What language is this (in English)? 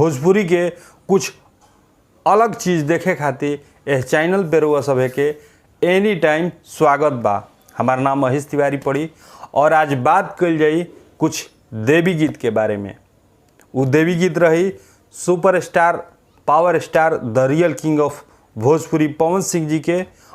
Bhojpuri